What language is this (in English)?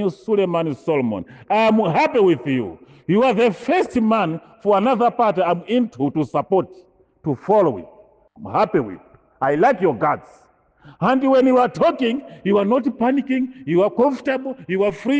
Nyanja